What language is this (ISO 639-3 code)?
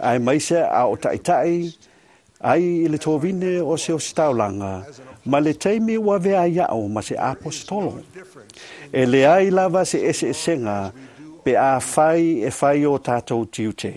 smo